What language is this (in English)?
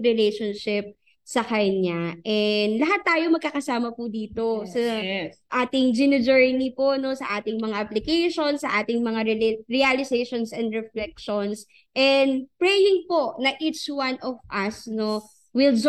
Filipino